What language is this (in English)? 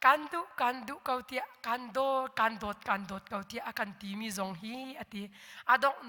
Hakha Chin